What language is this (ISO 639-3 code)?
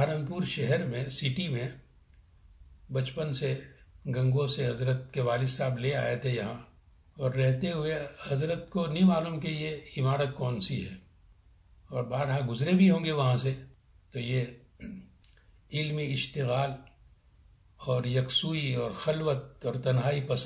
urd